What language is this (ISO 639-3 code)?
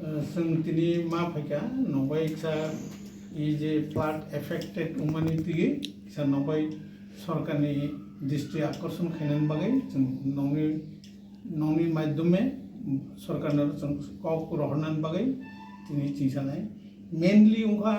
trp